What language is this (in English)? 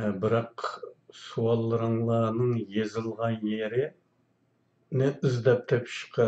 Uyghur